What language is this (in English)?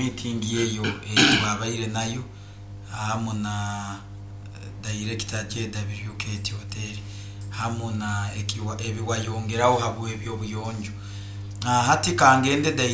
Nyoro